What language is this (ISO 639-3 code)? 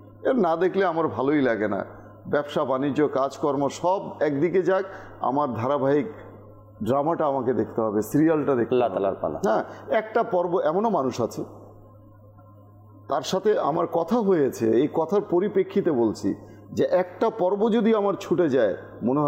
ben